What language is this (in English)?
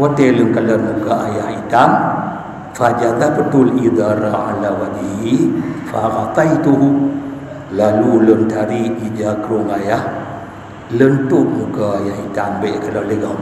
Achinese